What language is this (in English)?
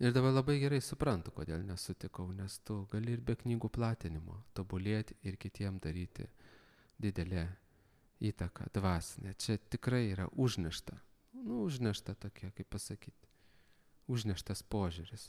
Lithuanian